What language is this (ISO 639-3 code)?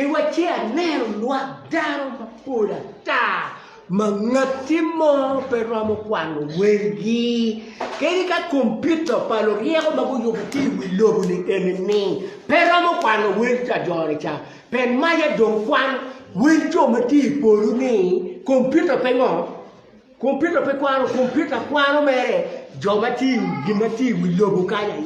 ach